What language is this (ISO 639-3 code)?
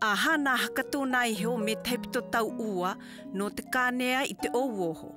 mqm